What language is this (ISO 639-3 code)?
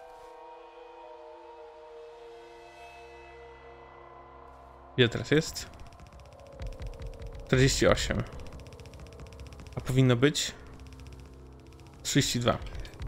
pol